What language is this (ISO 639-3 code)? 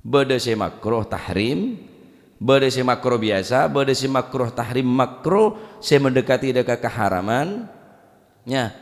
mad